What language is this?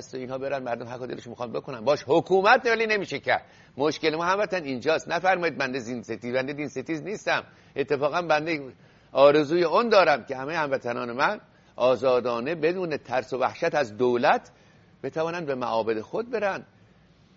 Persian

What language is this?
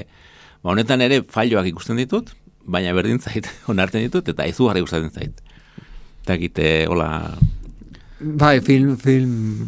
Basque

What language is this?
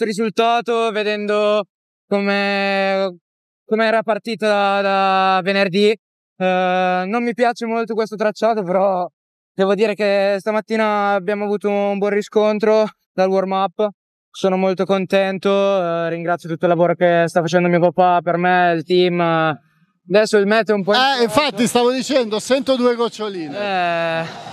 Italian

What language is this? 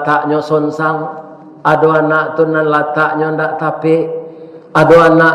Minangkabau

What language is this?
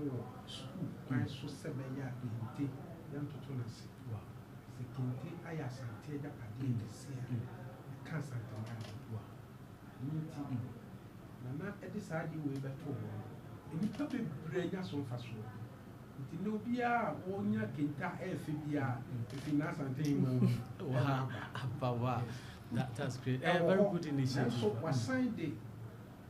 Akan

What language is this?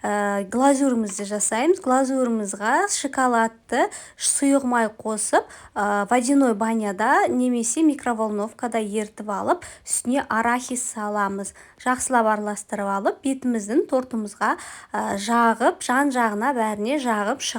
Kazakh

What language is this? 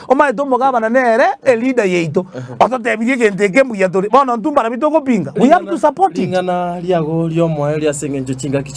Gusii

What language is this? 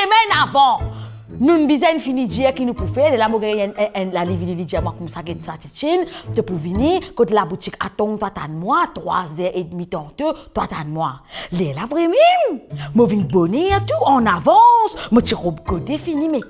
Morisyen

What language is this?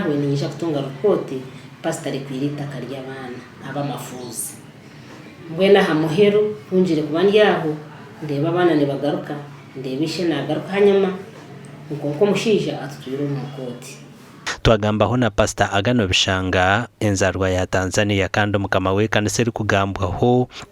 Nyankole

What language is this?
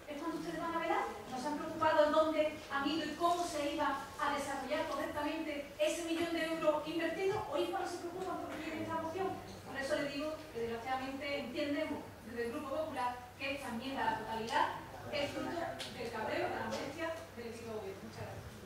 Spanish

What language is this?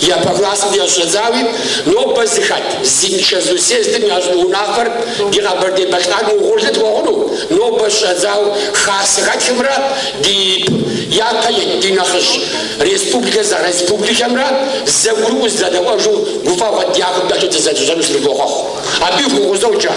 Kabardian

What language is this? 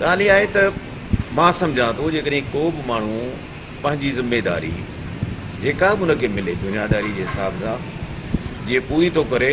Sindhi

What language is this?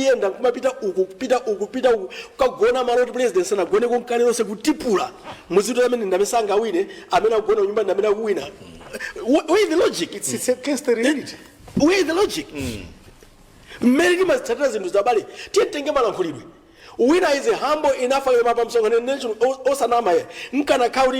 Nyanja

